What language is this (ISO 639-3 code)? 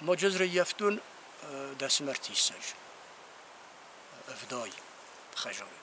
oss